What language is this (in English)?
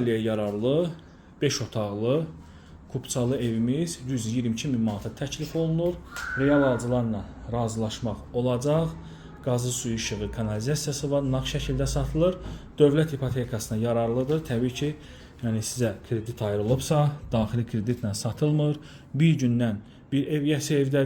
Azerbaijani